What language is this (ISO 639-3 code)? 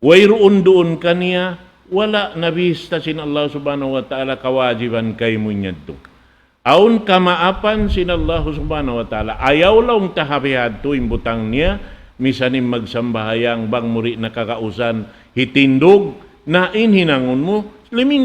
tsg